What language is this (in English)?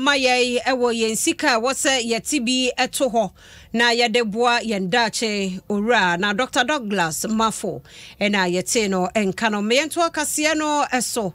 Akan